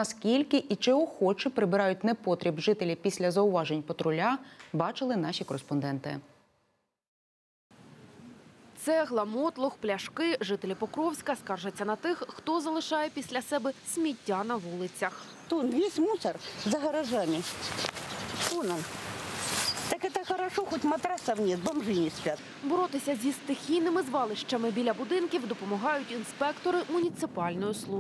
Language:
Ukrainian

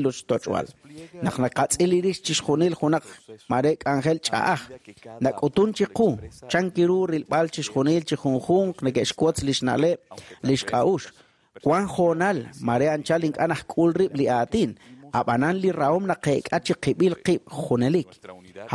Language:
Kekchí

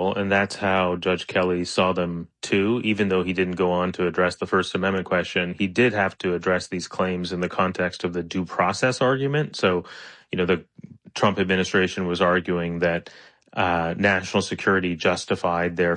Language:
English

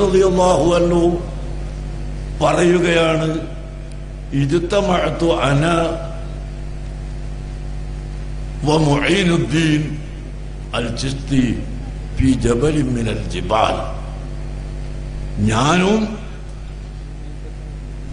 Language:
Malayalam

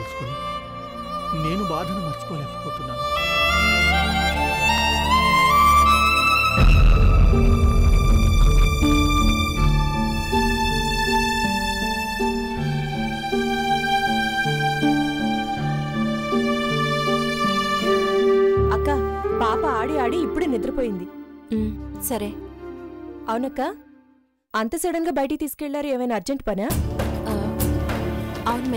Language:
Telugu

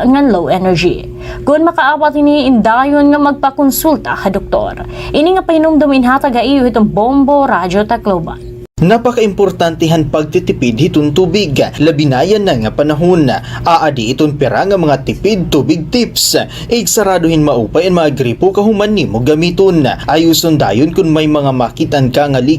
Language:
Waray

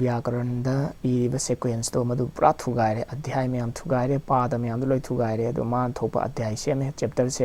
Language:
Manipuri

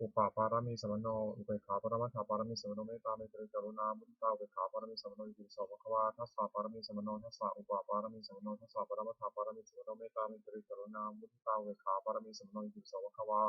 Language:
Pali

